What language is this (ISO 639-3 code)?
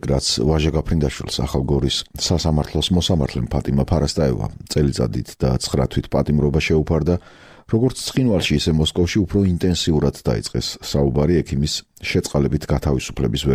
kat